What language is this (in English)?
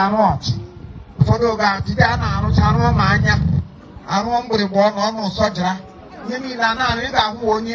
Igbo